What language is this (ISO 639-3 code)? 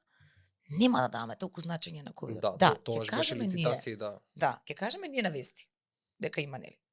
mkd